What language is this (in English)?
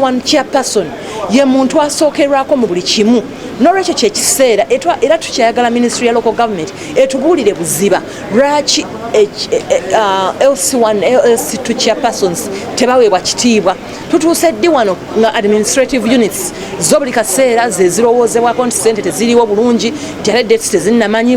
Ganda